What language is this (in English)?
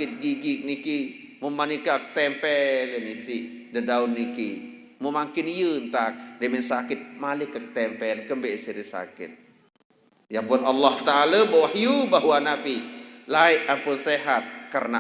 Sasak